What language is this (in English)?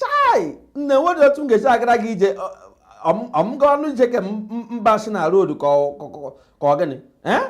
Igbo